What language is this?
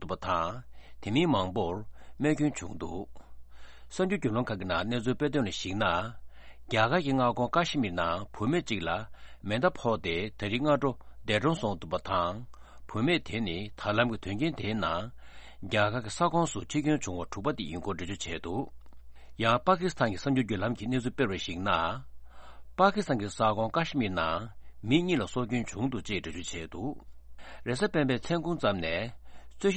Tibetan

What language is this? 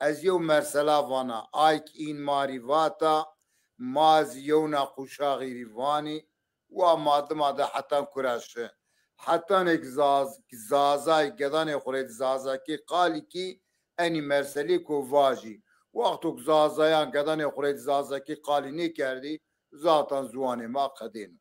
Zaza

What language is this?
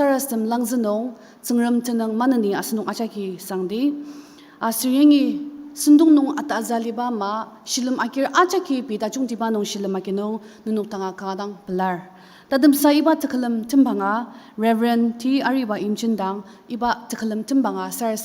Ao Naga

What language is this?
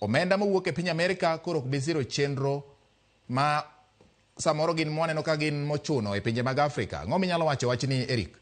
Luo (Kenya and Tanzania)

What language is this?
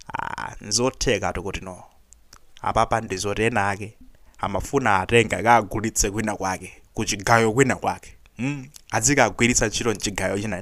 Nyanja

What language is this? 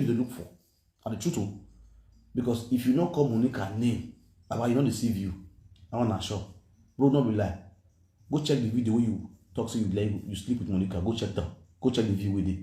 Nigerian Pidgin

